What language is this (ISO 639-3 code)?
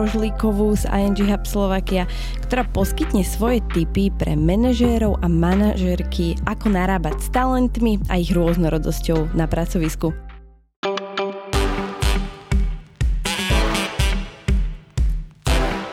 slk